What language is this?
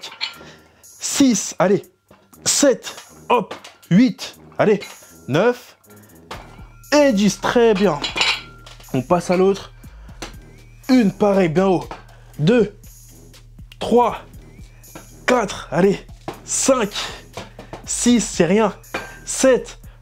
French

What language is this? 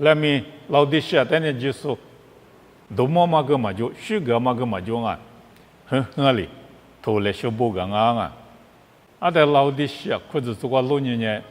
Lisu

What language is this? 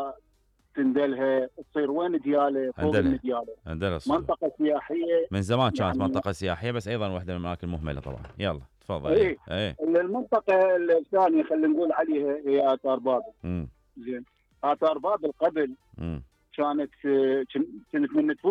Mesopotamian Arabic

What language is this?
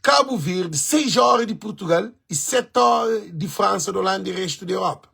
Kabuverdianu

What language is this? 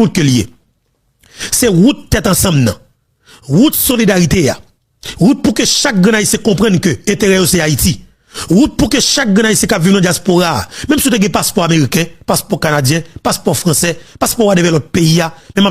Haitian Creole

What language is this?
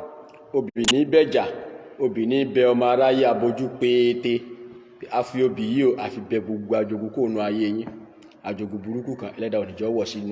Yoruba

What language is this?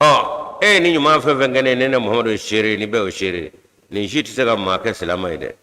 Bambara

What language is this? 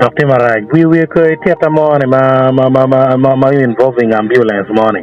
Acoli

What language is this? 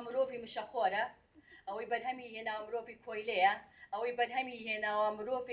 Central Kurdish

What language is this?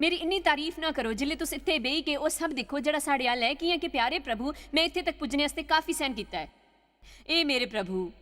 Dogri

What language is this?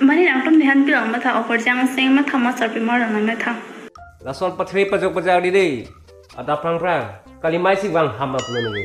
Karbi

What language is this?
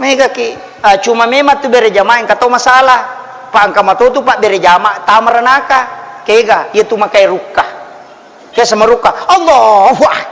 Buginese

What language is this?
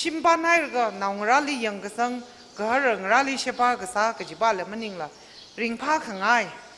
Tangkhul Naga (India)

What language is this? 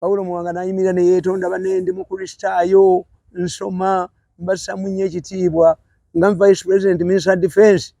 Ganda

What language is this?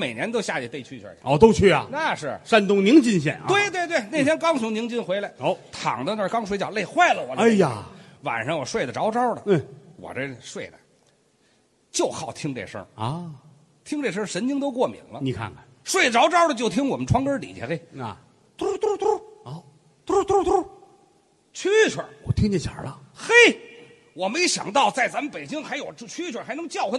Chinese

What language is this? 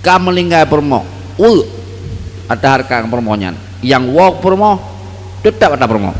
Achinese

